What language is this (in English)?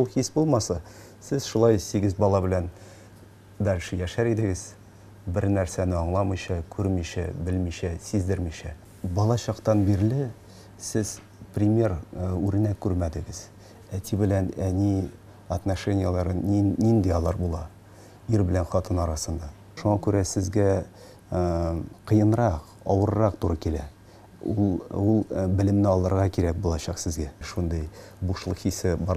Tatar